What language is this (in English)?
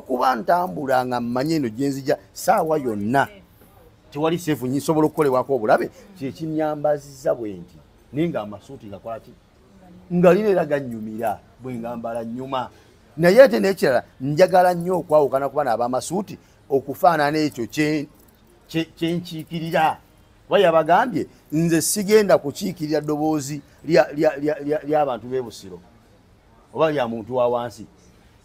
Ganda